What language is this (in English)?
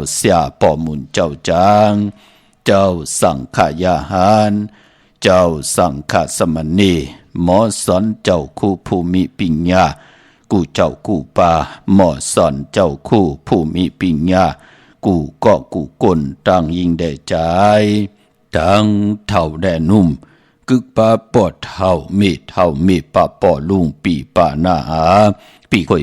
Shan